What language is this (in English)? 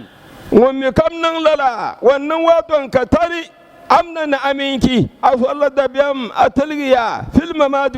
Dagbani